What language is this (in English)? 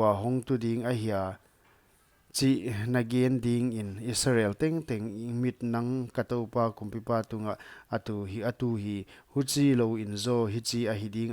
Paite Chin